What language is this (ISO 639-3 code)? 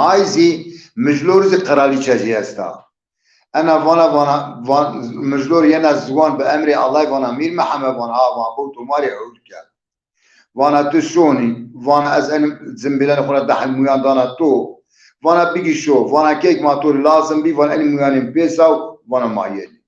zza